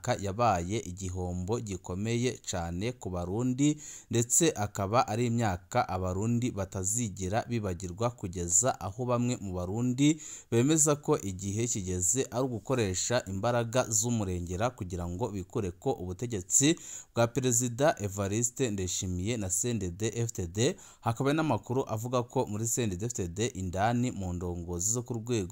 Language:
Rundi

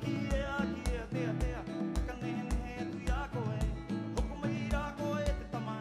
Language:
Rapanui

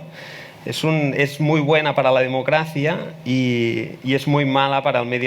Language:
Spanish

